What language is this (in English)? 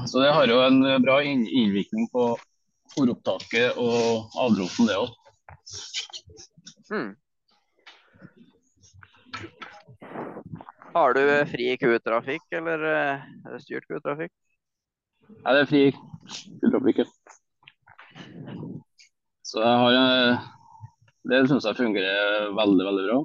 Norwegian